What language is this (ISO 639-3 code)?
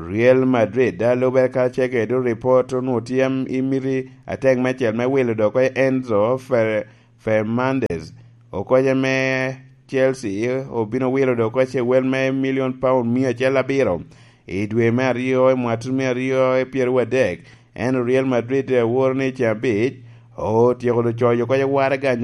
laj